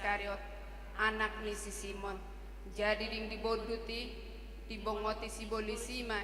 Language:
Batak Toba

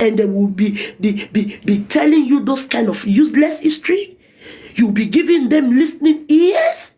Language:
Nigerian Pidgin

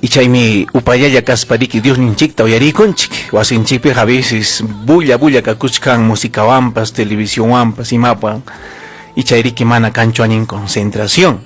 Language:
Ayacucho Quechua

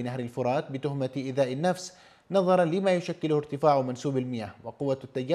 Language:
Arabic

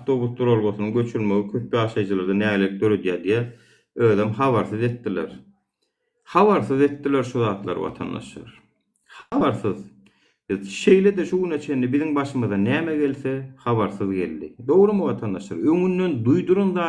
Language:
Turkmen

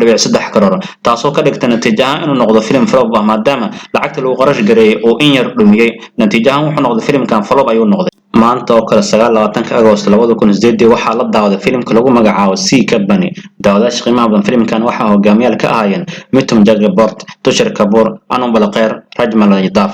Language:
Somali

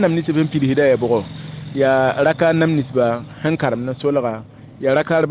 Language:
Mossi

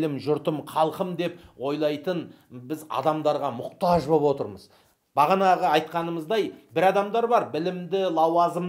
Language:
Kazakh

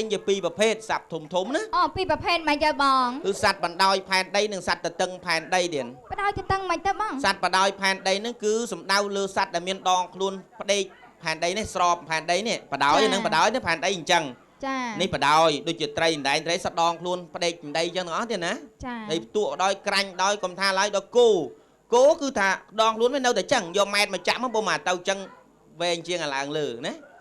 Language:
Khmer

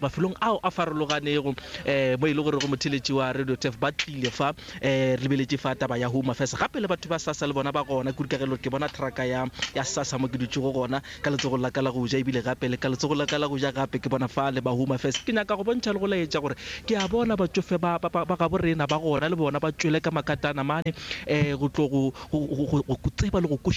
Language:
Northern Sotho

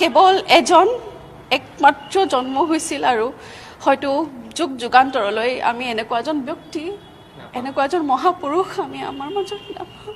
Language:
Assamese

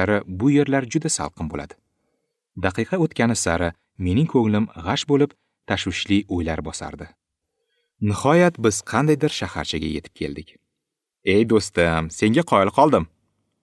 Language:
Uzbek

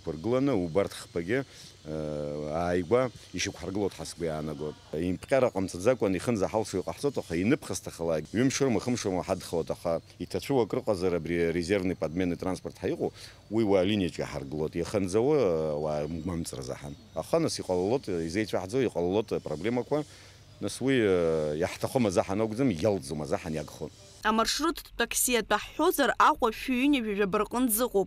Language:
Abkhazian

